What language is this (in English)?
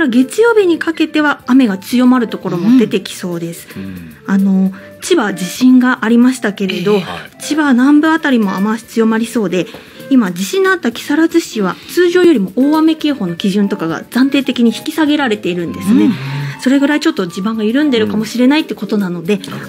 Japanese